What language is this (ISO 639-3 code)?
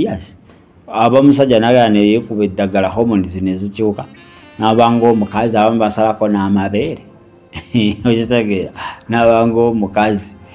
lug